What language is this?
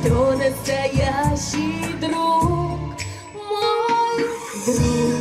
Chuvash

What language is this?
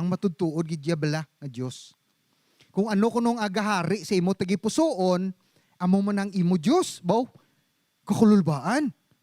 Hiligaynon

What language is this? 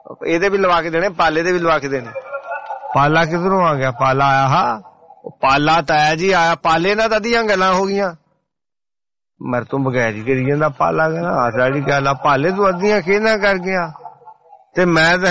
Punjabi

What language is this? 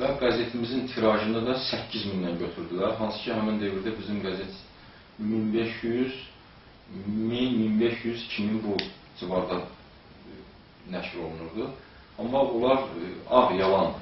Azerbaijani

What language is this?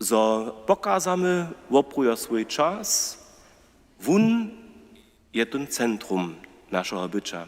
Upper Sorbian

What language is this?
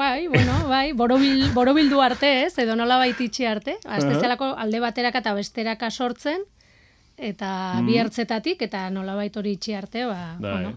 Basque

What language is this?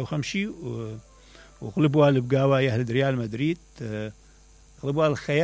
Mesopotamian Arabic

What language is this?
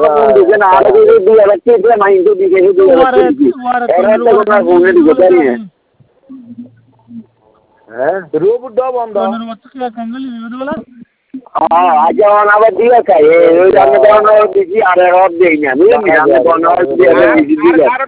Bangla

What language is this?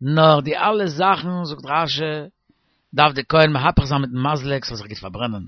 Yiddish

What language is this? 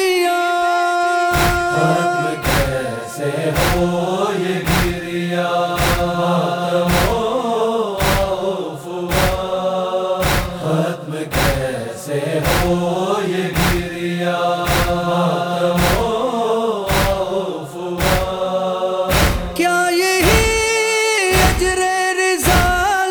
Urdu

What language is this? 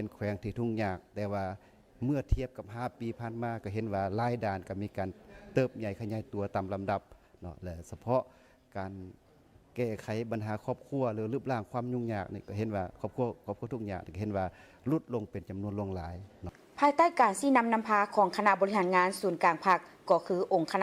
Lao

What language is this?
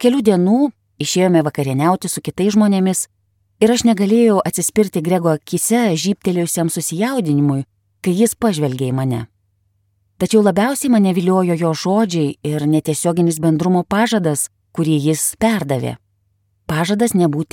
Lithuanian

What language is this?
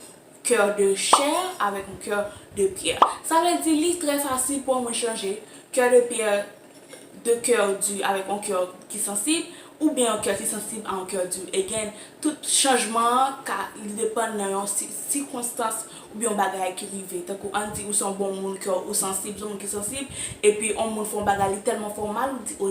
Haitian Creole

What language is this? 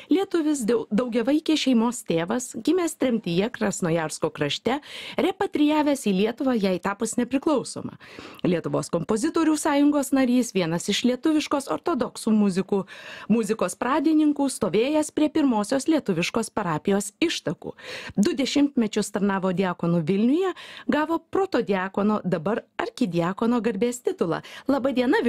Lithuanian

